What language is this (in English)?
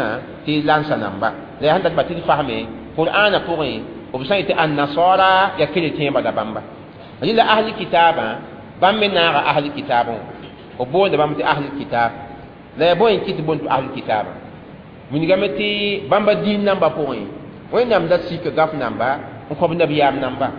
Mossi